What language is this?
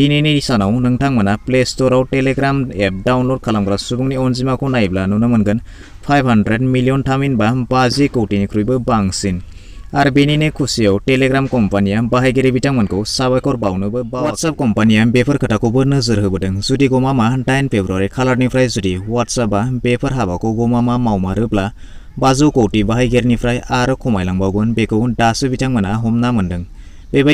Bodo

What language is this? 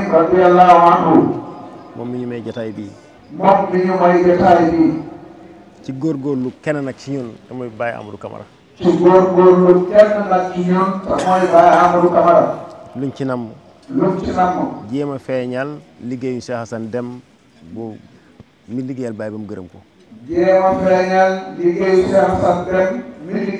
Wolof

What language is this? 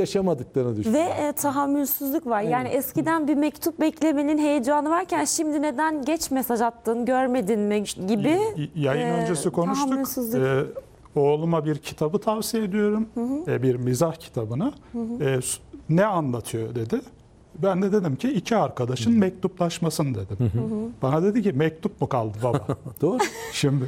Turkish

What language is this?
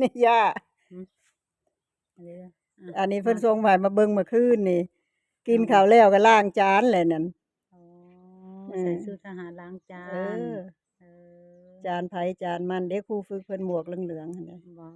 Northeastern Thai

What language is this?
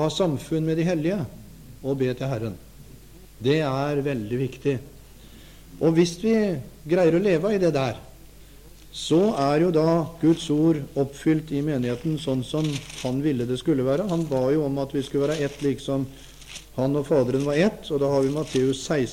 Norwegian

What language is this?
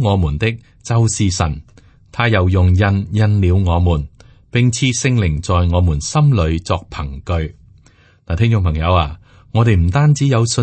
Cantonese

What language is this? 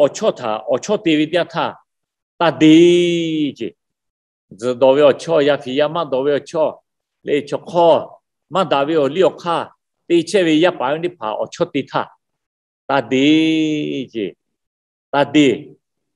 Lahu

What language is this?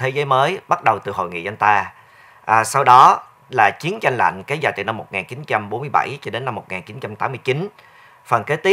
Vietnamese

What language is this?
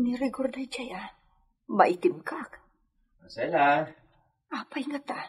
Iloko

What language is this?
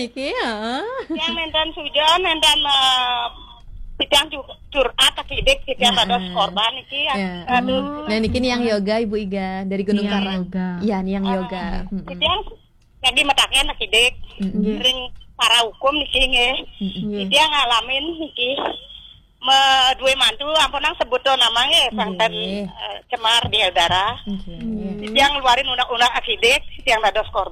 Balinese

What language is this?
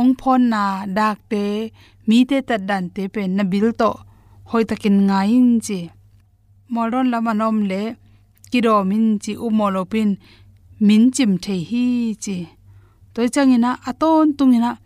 Tedim Chin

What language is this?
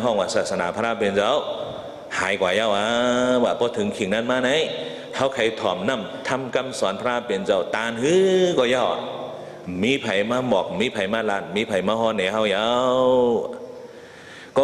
Shan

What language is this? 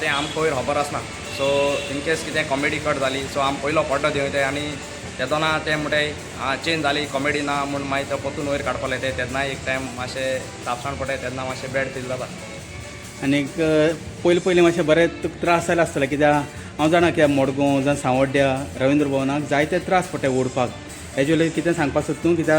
Konkani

